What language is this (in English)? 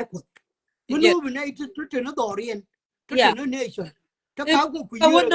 Nuer